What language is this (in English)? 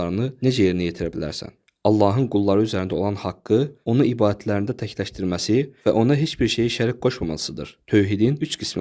Azerbaijani